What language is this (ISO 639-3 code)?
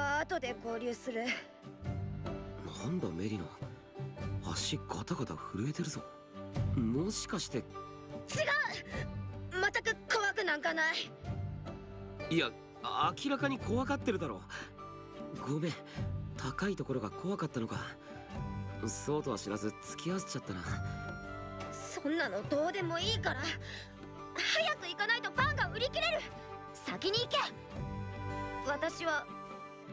jpn